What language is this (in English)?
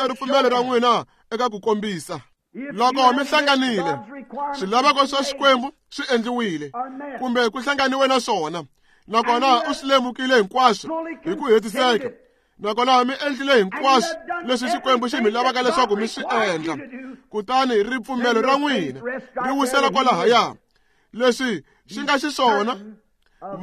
Tsonga